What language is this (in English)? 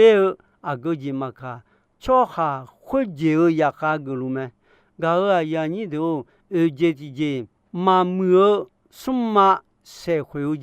Akha